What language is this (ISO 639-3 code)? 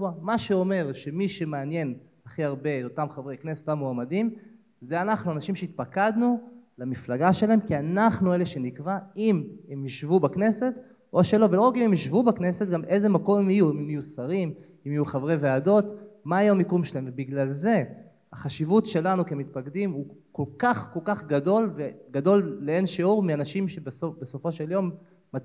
heb